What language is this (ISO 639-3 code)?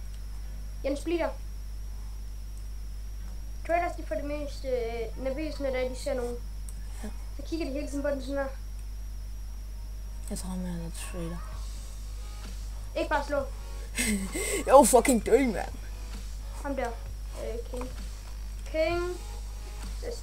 dan